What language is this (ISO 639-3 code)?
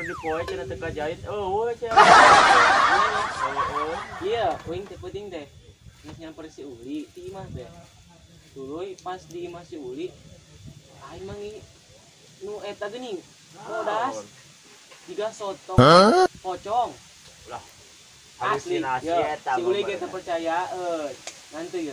sun